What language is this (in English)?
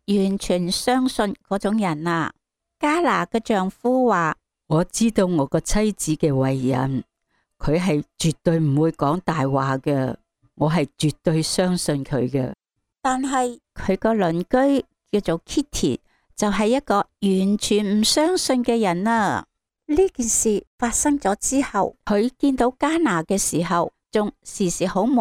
Cantonese